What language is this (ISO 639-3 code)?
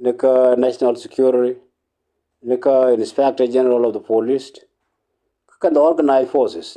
nus